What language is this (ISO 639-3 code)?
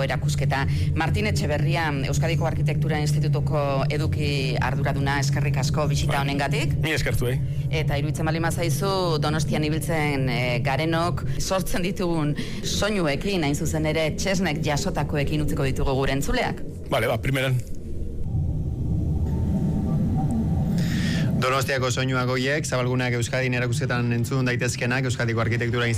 eus